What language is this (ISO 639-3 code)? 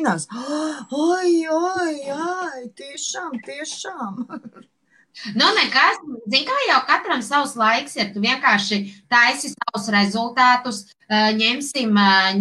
lav